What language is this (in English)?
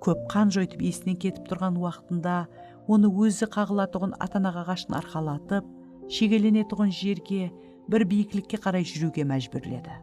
Kara-Kalpak